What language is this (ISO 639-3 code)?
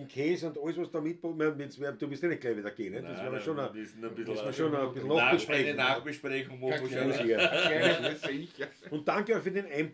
bar